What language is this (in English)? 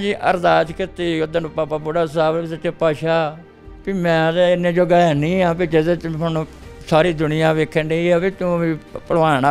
Punjabi